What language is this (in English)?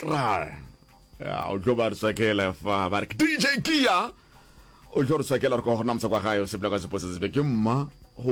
Northern Sotho